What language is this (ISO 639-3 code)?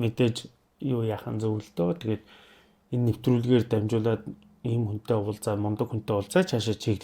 mon